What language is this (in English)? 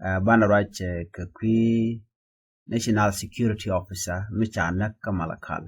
Nuer